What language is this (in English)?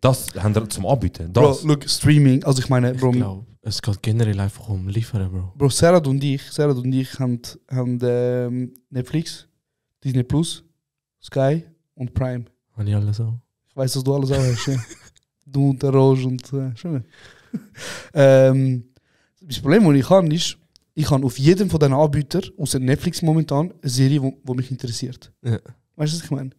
Swiss German